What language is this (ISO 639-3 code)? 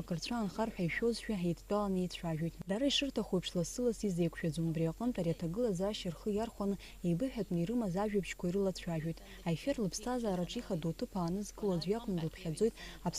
abk